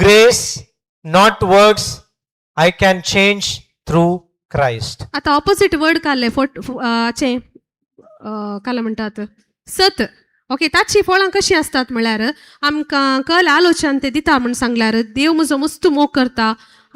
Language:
Konkani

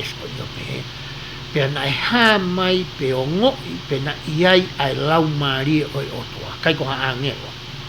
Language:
Tongan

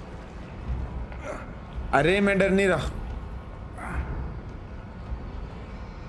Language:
Hindi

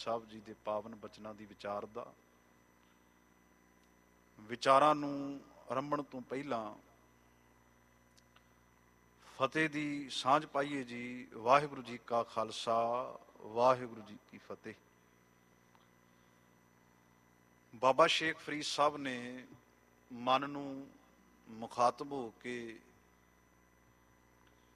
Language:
Punjabi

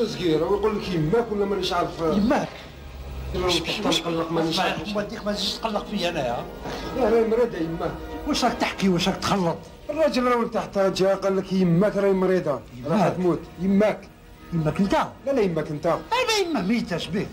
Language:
Algerian Arabic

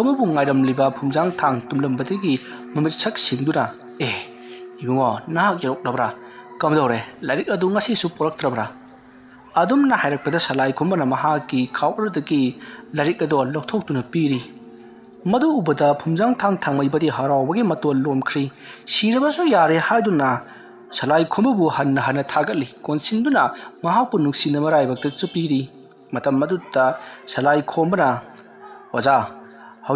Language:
Manipuri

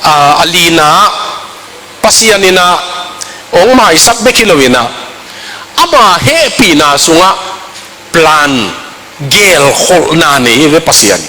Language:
Tedim Chin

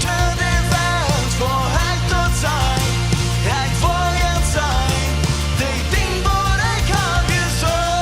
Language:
Plautdietsch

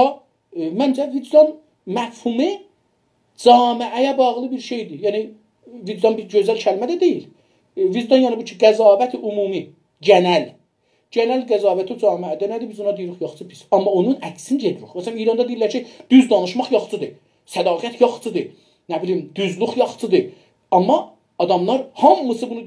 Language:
South Azerbaijani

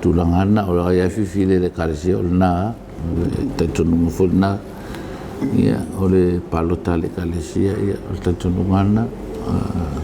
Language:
Samoan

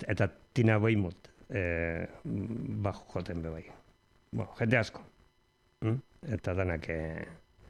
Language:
Basque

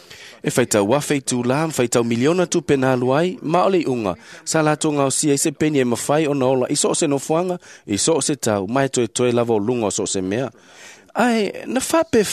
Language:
Samoan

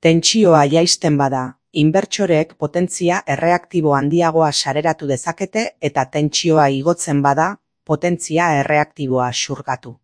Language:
Basque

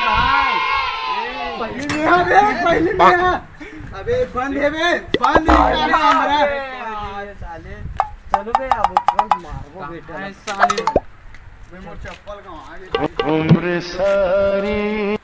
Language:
Chhattisgarhi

